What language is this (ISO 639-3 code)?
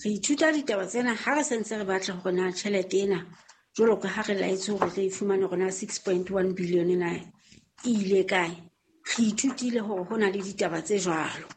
sot